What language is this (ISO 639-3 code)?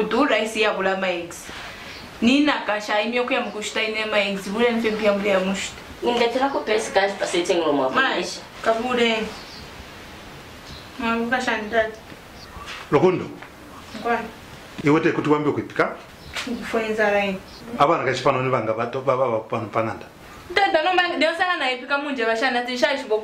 bem